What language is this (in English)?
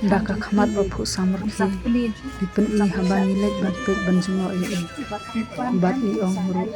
Khasi